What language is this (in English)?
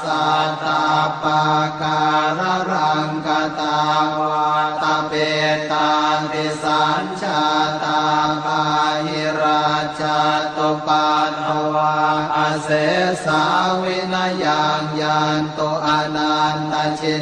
Pali